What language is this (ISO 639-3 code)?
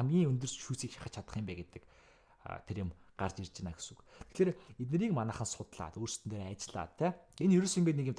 mon